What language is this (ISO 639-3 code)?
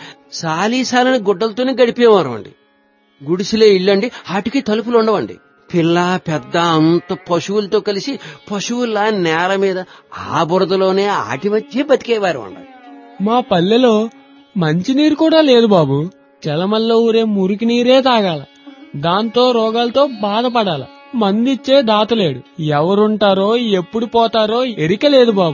tel